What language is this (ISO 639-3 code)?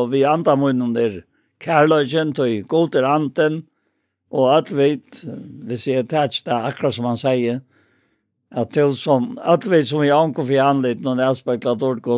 fao